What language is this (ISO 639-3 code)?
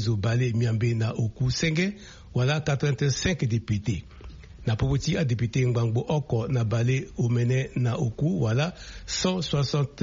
sag